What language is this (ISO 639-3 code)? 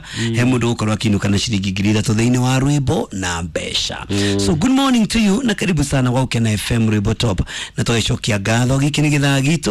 kik